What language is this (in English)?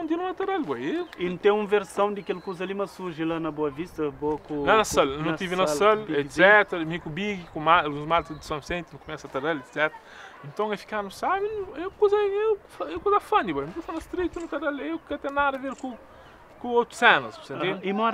Kabuverdianu